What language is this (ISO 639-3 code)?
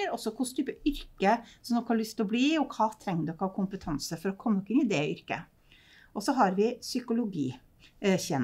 nor